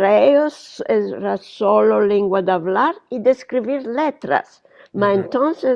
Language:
Ladino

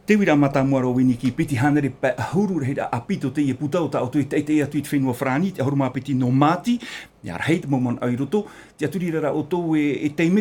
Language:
Tahitian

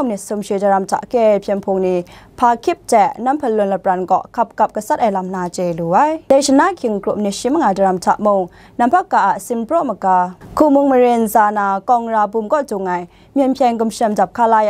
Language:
Kachin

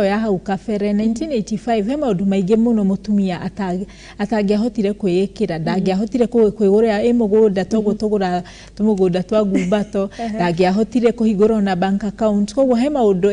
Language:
Kikuyu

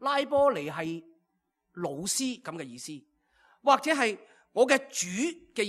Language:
Cantonese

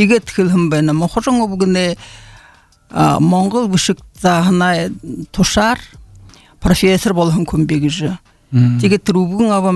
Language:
Buriat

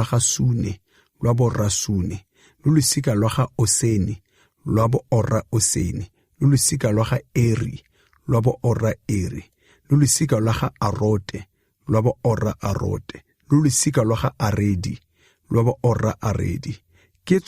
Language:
Tswana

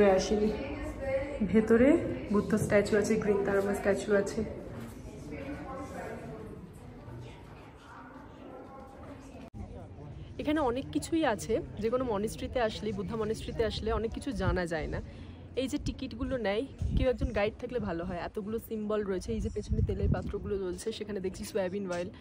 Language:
Bangla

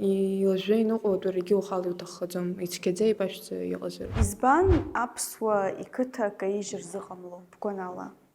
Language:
Abkhazian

